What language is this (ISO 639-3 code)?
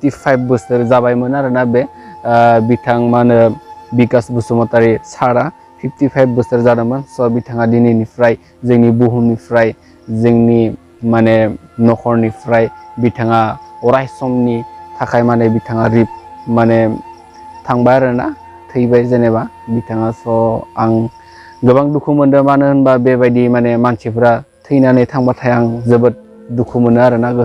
brx